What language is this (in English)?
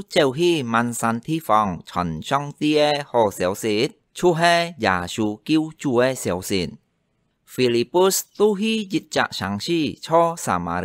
Hakka Chinese